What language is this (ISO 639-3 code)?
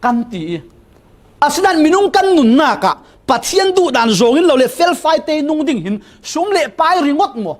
cfm